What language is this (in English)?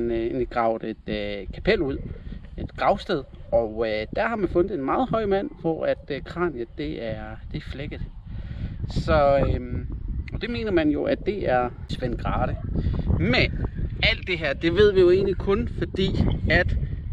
Danish